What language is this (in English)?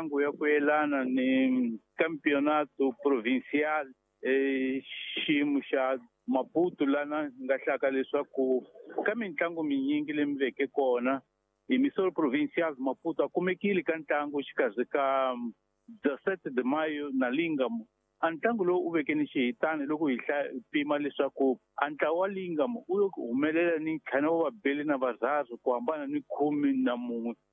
Tsonga